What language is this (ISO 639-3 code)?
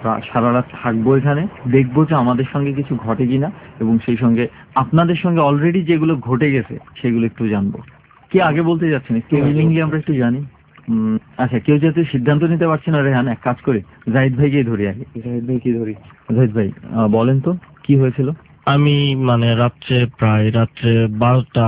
ben